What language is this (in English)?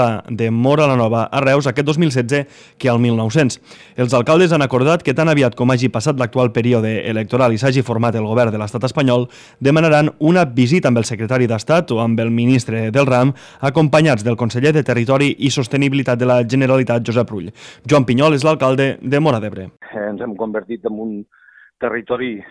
Catalan